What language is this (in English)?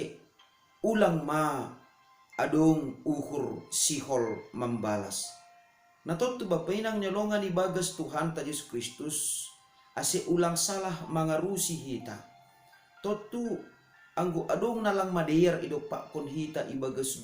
Batak Simalungun